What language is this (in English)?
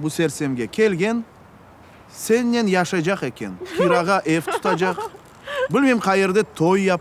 Crimean Tatar